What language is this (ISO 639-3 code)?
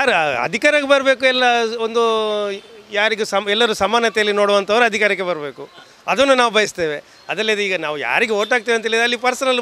kan